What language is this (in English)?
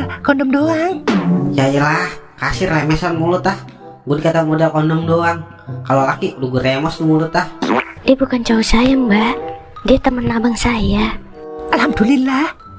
Betawi